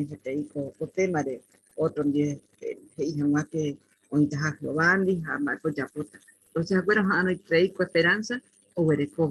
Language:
Guarani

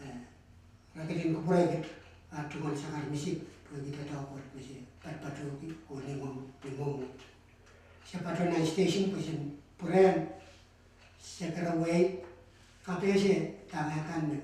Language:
Pohnpeian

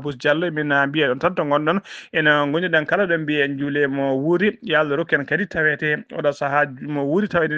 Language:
Fula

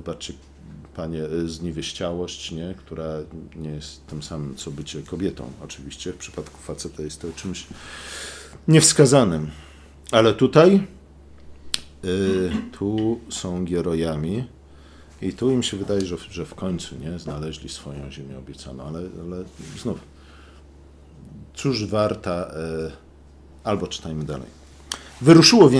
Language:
Polish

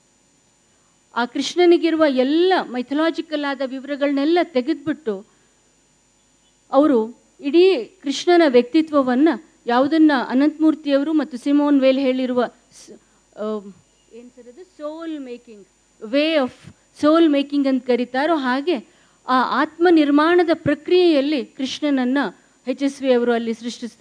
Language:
Kannada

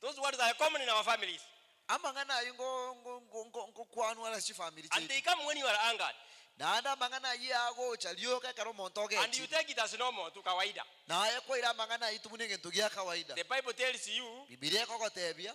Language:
Gusii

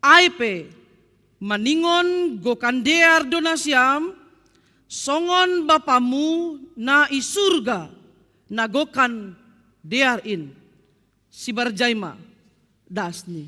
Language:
Batak Simalungun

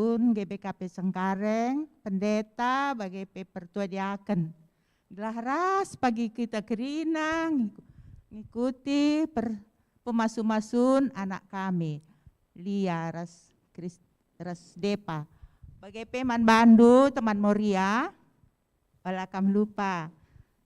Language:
Batak Karo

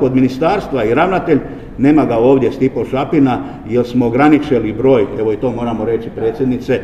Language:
Croatian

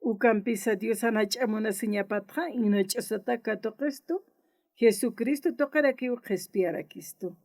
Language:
Aymara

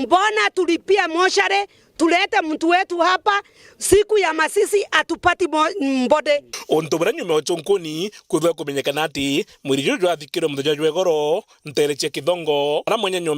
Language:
Meru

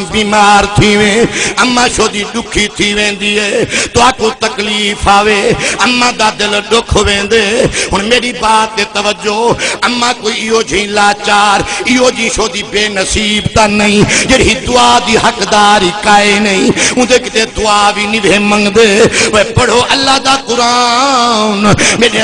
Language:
Saraiki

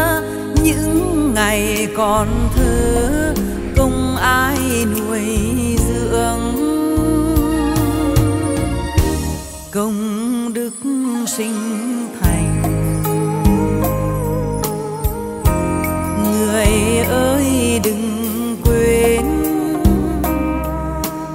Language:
Vietnamese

